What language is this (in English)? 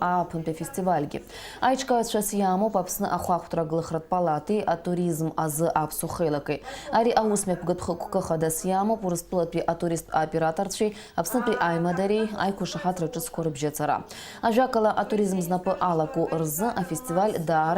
Abkhazian